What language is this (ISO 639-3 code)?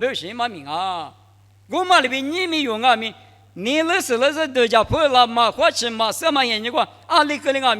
lis